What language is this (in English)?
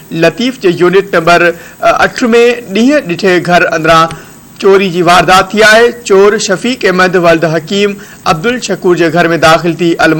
Sindhi